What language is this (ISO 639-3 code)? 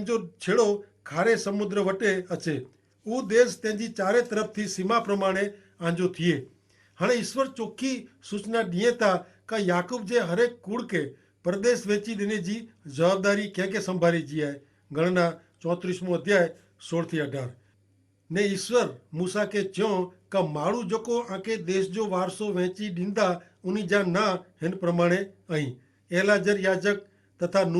kfr